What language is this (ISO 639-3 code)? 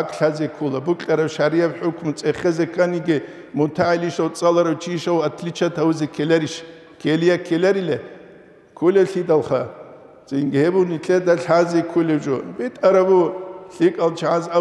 ava